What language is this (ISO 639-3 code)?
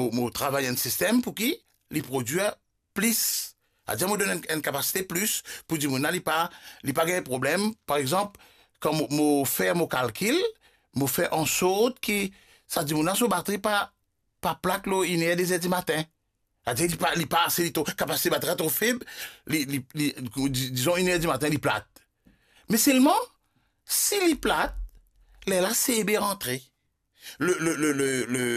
mfe